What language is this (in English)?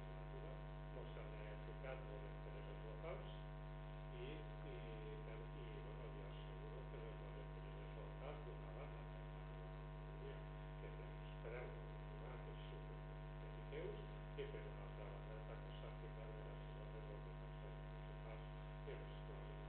Catalan